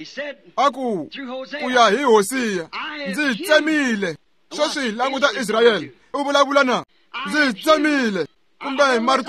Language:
Tsonga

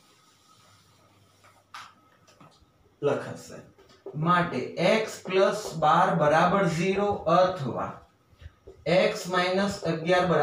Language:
Gujarati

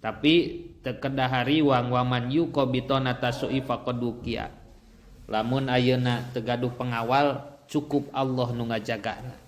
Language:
Sundanese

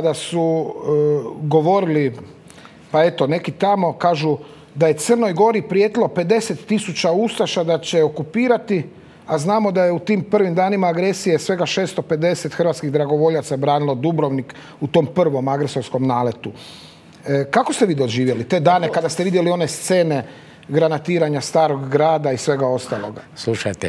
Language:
Croatian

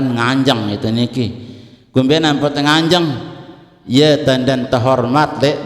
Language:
Sasak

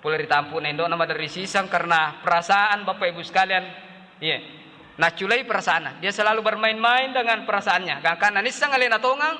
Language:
Buginese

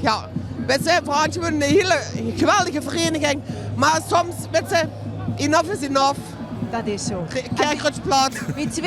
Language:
Limburgish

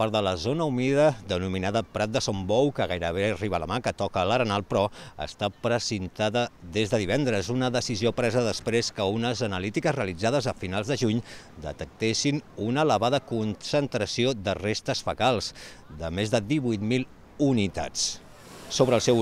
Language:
Catalan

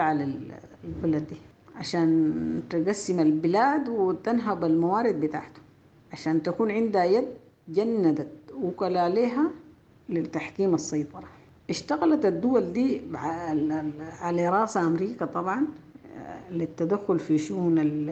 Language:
Sudanese Arabic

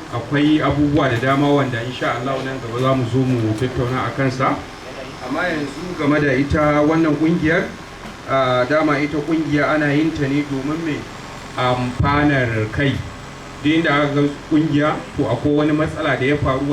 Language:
Hausa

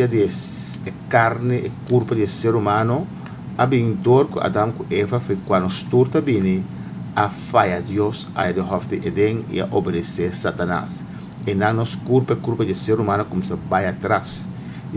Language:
Papiamento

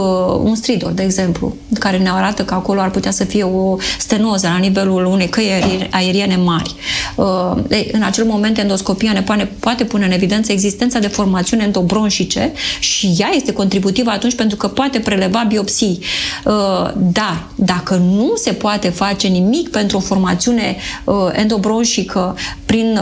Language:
Romanian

